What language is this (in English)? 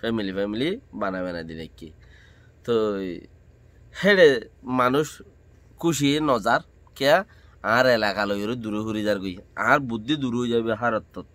Rohingya